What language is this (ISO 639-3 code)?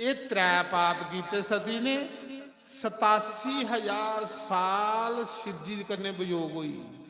doi